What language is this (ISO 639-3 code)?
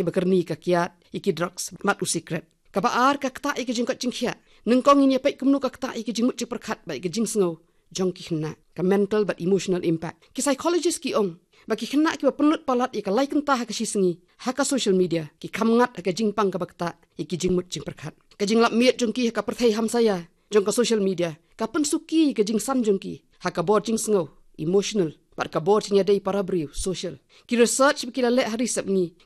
kha